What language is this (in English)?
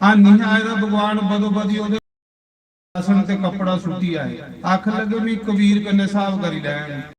Dogri